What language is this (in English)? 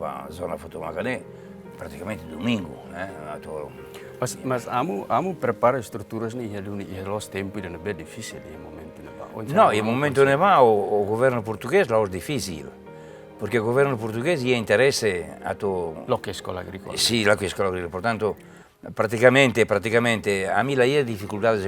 Tetum